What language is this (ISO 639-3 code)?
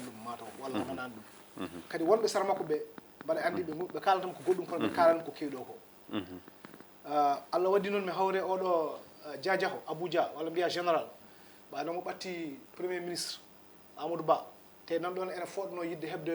ful